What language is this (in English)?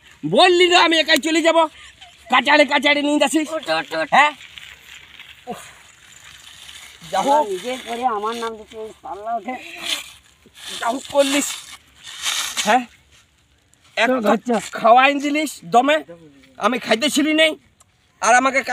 Bangla